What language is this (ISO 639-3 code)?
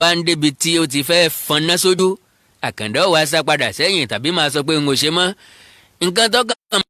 yor